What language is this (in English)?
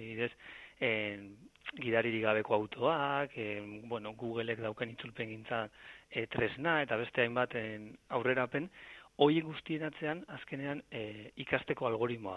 Basque